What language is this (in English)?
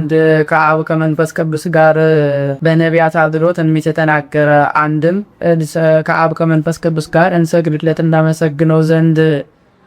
Amharic